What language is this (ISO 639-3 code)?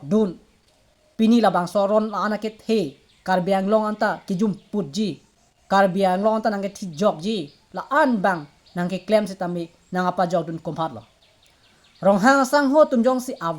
mjw